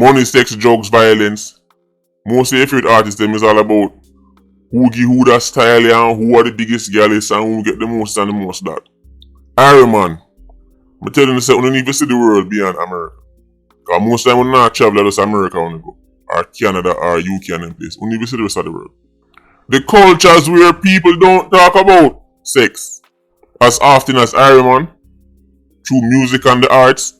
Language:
Jamaican Creole English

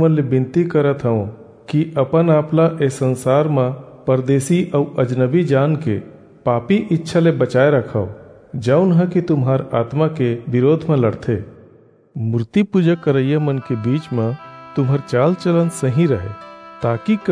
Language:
Chhattisgarhi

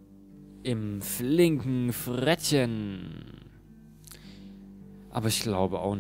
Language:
German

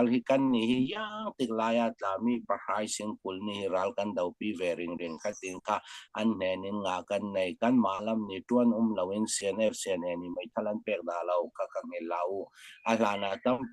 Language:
Falam Chin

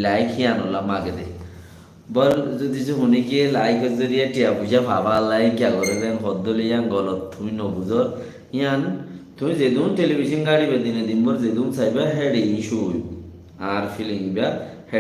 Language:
Rohingya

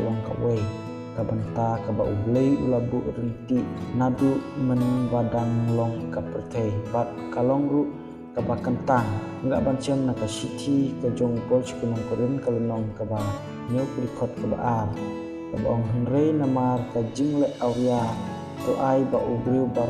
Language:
Khasi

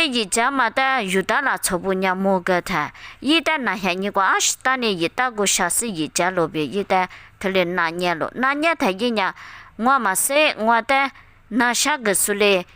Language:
Lisu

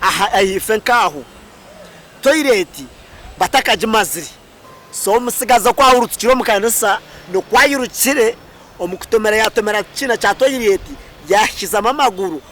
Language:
Nyankole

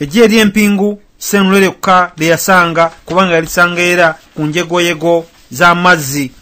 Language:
Ganda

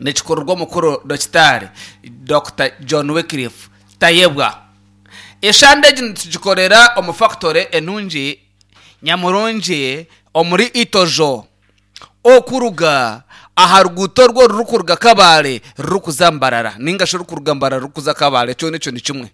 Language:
Nyankole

